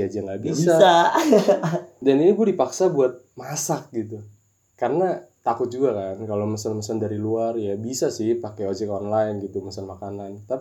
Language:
Indonesian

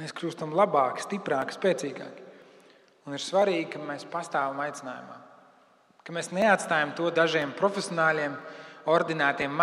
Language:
Latvian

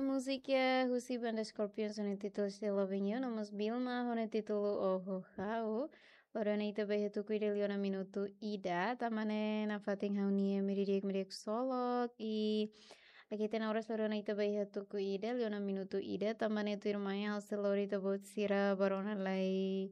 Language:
Tetum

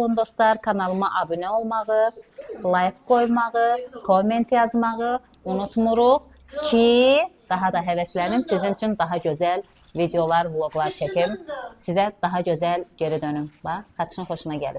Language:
Azerbaijani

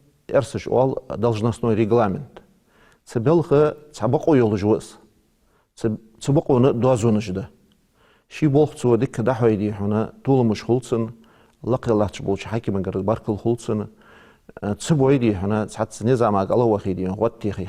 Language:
Ingush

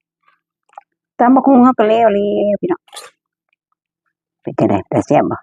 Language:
Lao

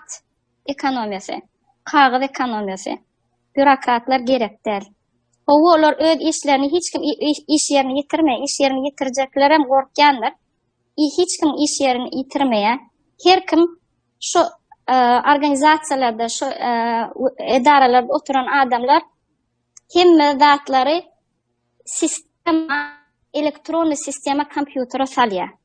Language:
Turkmen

